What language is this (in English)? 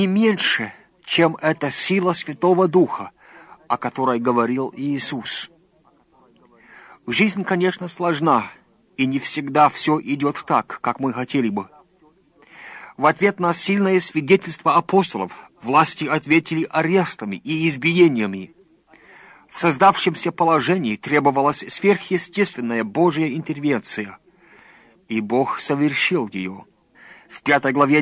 Russian